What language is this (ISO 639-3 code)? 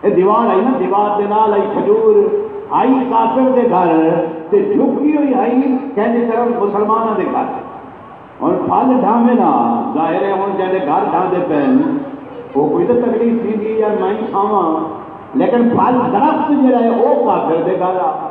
skr